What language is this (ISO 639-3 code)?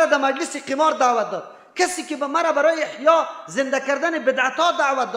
fas